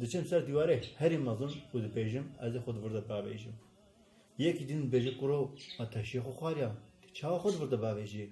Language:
Kurdish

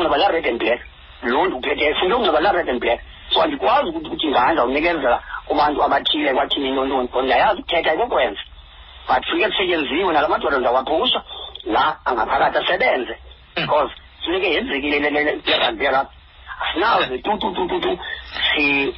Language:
Xhosa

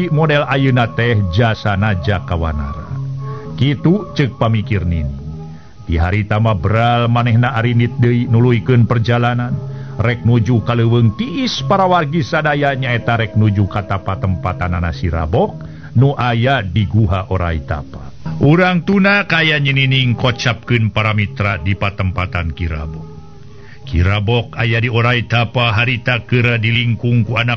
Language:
Sundanese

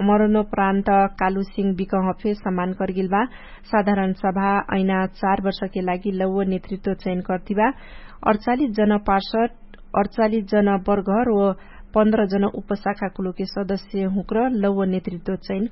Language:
Dangaura Tharu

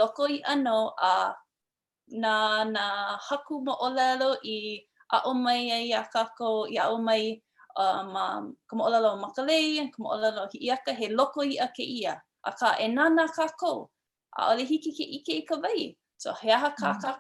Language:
Hawaiian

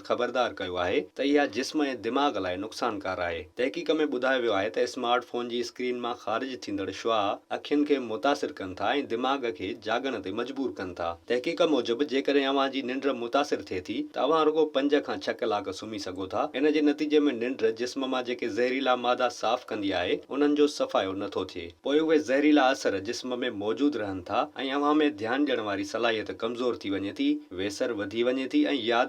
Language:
Sindhi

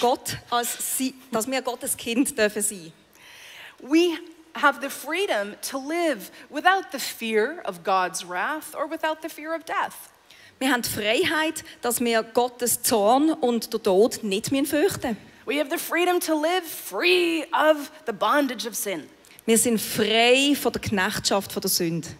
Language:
Swiss German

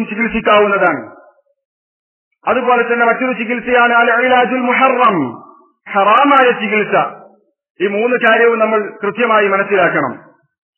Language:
Malayalam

